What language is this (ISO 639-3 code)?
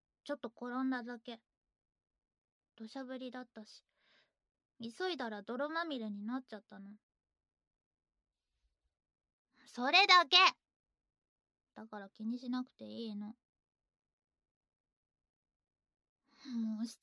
jpn